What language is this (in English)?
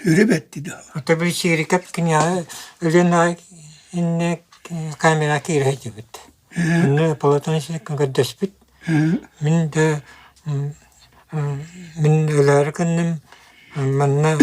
Yakut